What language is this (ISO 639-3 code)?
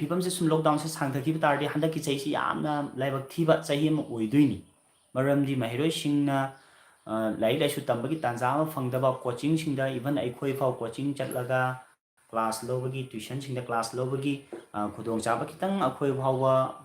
mni